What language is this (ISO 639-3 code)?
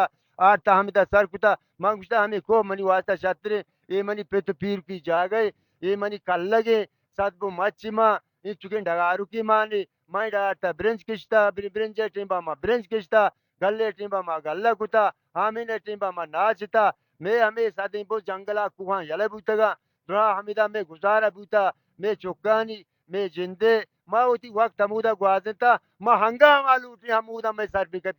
bal